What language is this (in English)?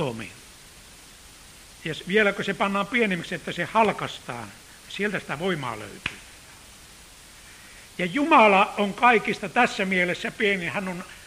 Finnish